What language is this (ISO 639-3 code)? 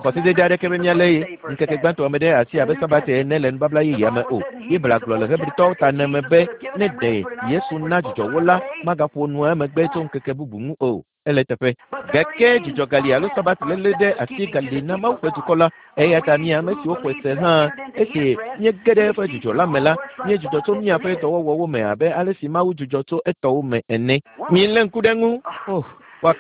ewe